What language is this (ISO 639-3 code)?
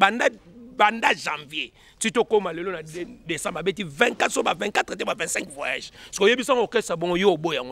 lin